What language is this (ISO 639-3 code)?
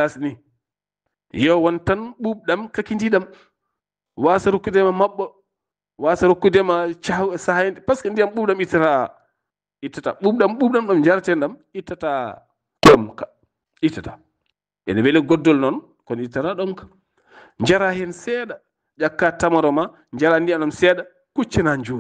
ful